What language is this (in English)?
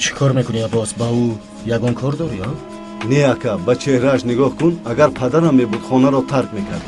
Tajik